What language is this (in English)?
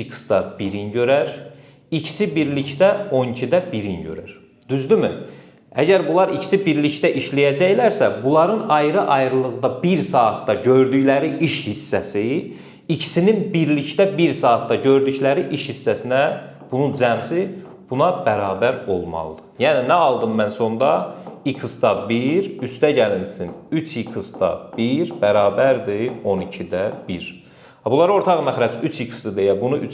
Azerbaijani